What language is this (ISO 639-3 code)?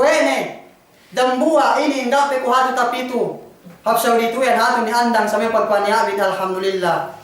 yka